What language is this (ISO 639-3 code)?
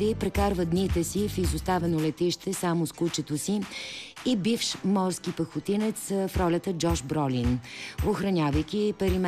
bul